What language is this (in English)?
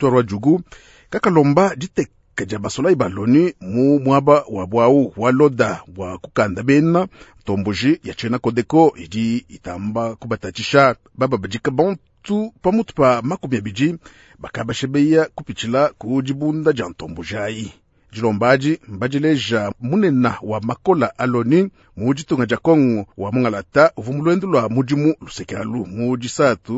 Luba-Lulua